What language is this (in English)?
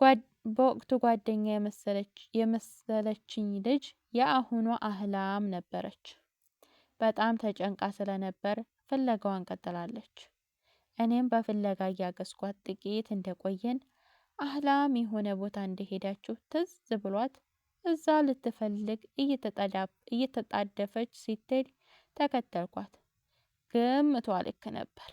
Amharic